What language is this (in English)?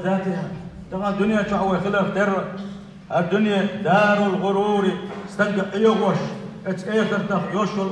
Chechen